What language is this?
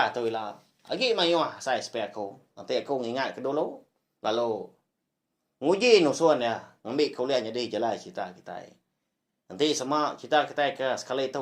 Iban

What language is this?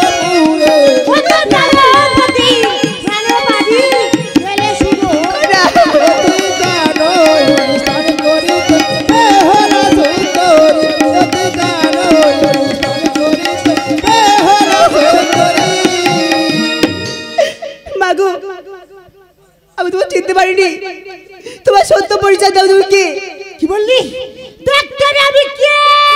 Bangla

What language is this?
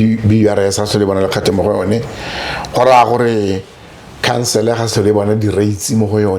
Tswana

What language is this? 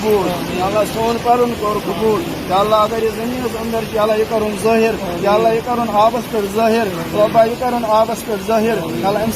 Kashmiri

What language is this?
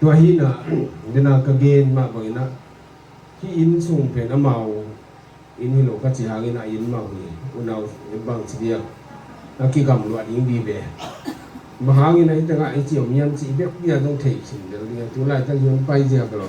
Tedim Chin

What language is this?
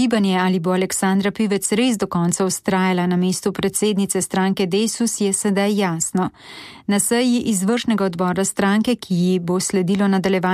Slovenian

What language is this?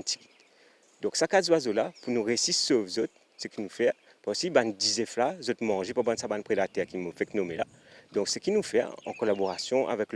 Morisyen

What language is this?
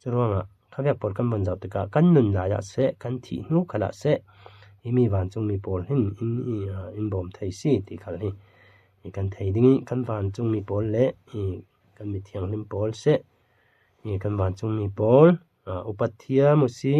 Falam Chin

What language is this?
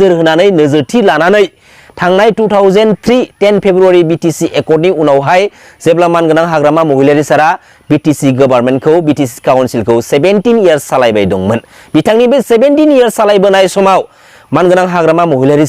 Bodo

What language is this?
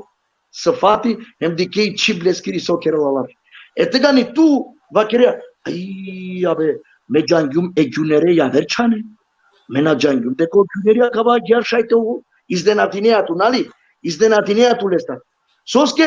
Balkan Romani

